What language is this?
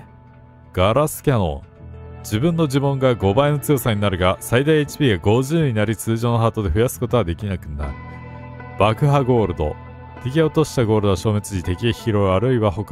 Japanese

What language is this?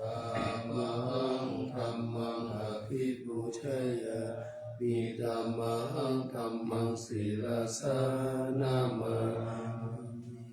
Pali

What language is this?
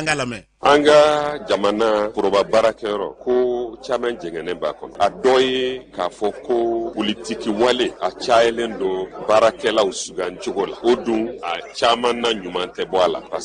Bambara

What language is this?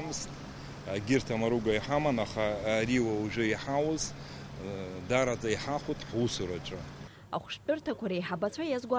Abkhazian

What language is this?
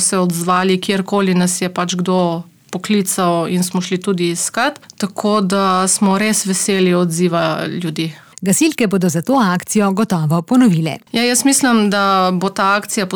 Slovenian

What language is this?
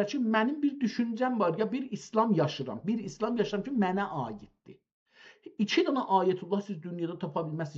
South Azerbaijani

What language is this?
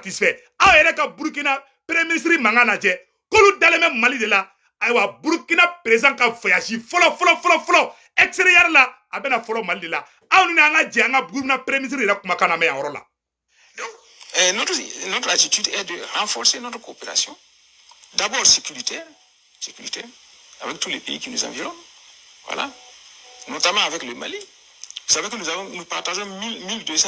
Bambara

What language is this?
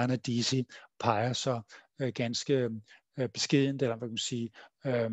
Danish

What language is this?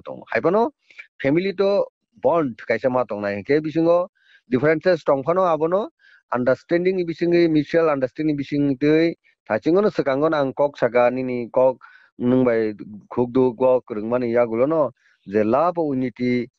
Kok Borok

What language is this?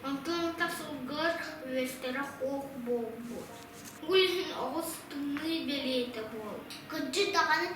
Yakut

